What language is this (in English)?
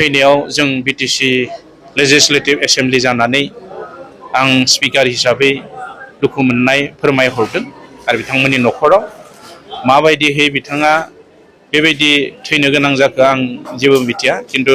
Bodo